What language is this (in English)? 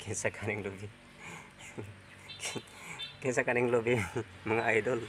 Cebuano